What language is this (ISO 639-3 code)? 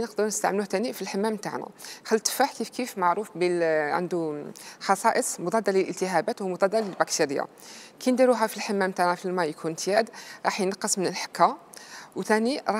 arq